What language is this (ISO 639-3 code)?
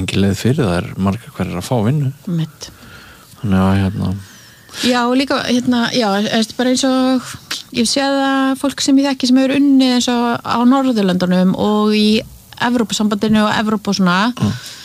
isl